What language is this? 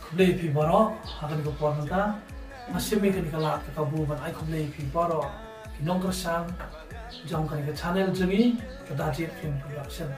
Khasi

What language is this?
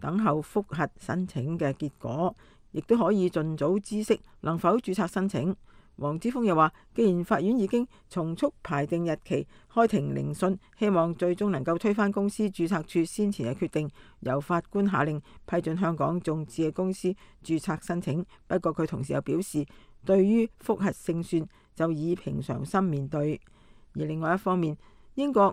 Cantonese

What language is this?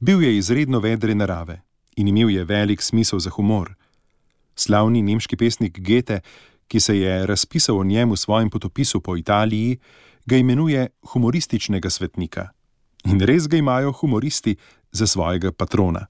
Slovenian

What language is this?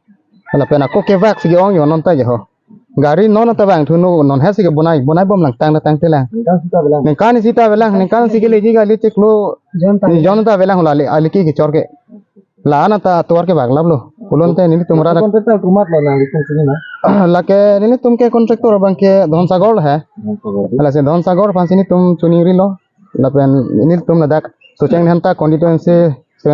Karbi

